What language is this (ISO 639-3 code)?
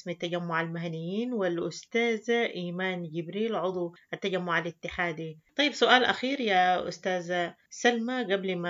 apd